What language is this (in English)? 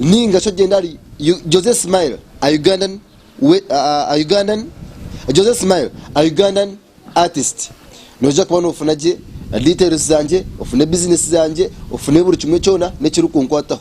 Nyankole